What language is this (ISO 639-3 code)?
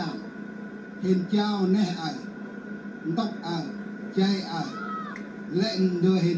cmo